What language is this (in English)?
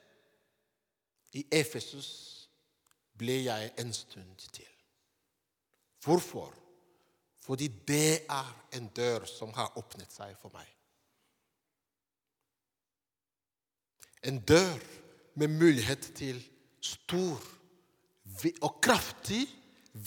Norwegian